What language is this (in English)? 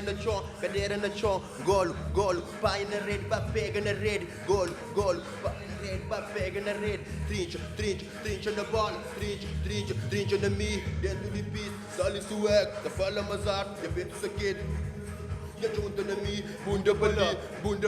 Kabuverdianu